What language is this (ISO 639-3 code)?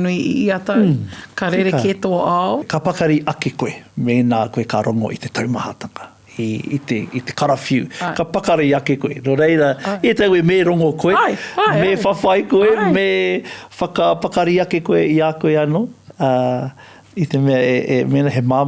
mri